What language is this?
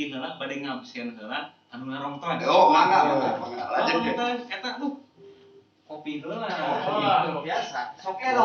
Sundanese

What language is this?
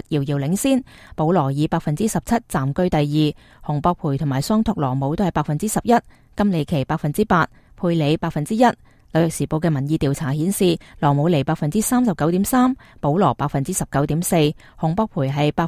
Cantonese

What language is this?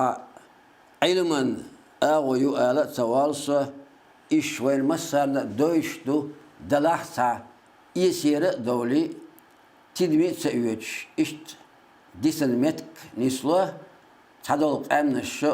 Chechen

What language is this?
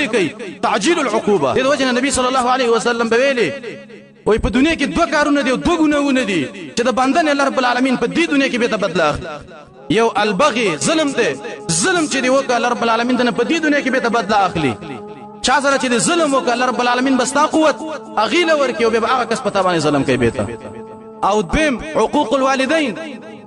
Pashto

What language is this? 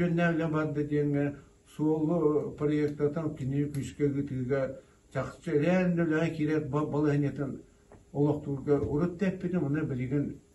Yakut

